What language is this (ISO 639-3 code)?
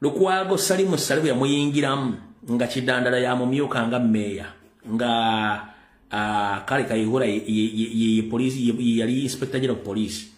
lug